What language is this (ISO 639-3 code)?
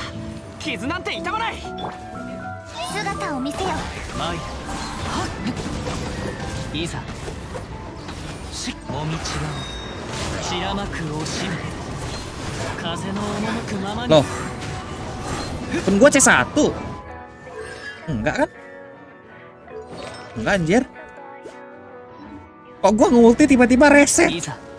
ind